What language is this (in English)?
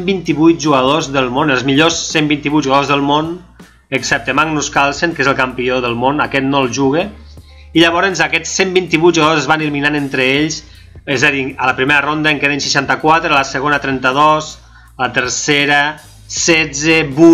Catalan